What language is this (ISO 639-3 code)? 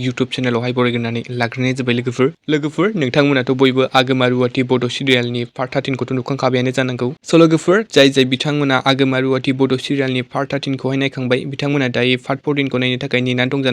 brx